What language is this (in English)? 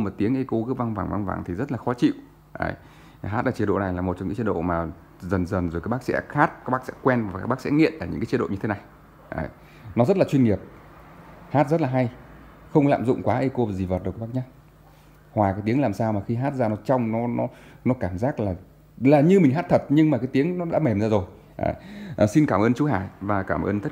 Vietnamese